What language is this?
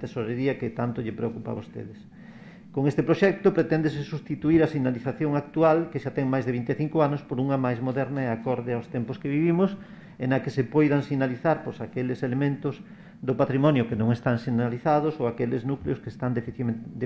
Galician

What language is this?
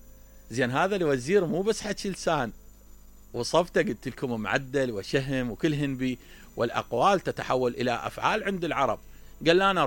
Mesopotamian Arabic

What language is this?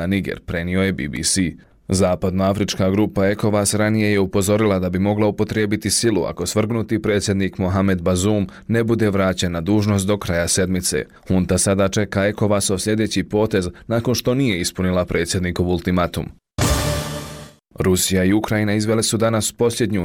Bosnian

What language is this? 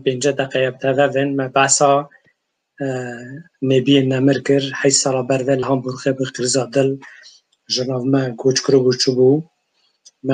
Kurdish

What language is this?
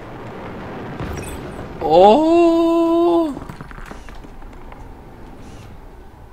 German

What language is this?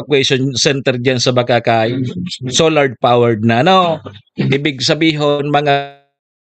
Bikol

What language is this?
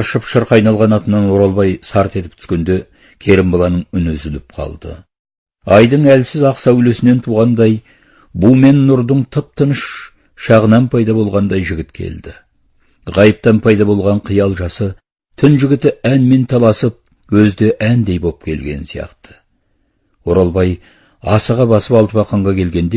Kazakh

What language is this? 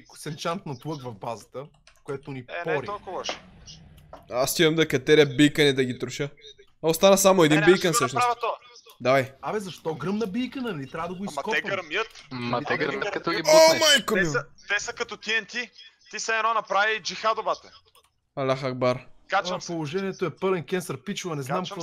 Bulgarian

